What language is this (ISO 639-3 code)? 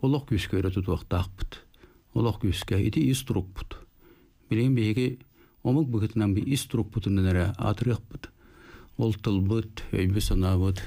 sah